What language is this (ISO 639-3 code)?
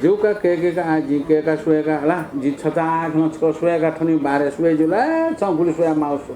new